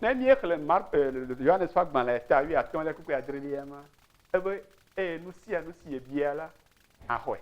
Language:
Ewe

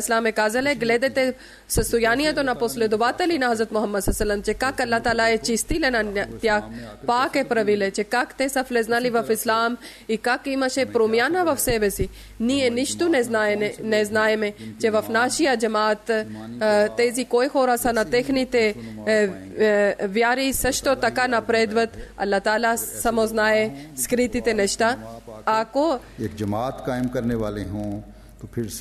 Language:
Bulgarian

